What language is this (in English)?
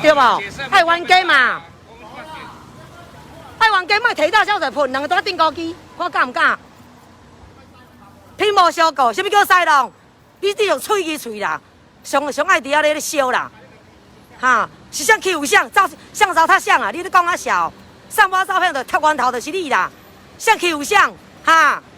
Min Nan Chinese